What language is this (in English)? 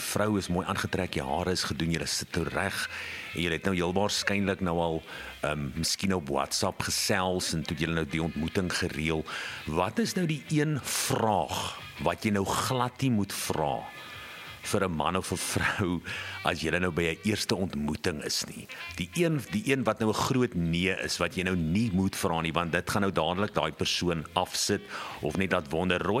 Afrikaans